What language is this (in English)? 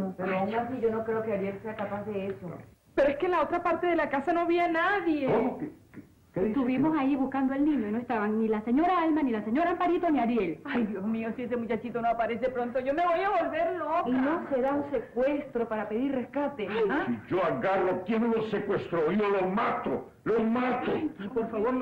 Spanish